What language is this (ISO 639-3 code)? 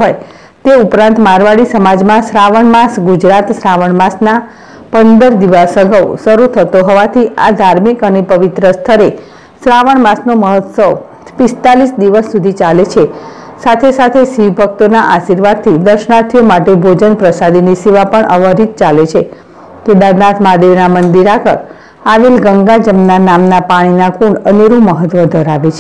guj